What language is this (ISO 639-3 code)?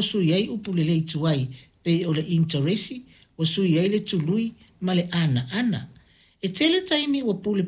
smo